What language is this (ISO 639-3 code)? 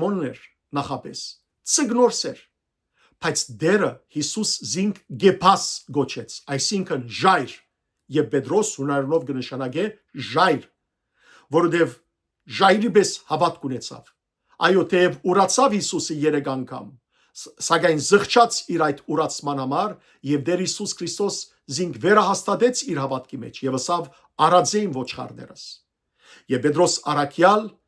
hyw